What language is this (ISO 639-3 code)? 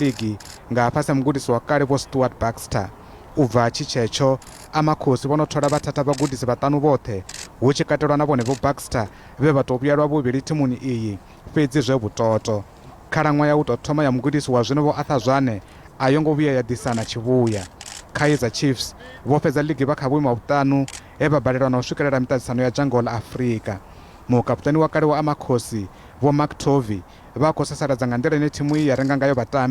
ven